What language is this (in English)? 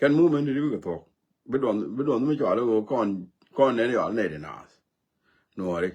Nuer